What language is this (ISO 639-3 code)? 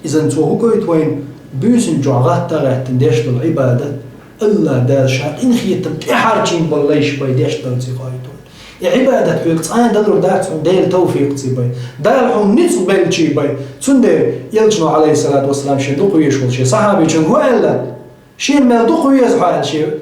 che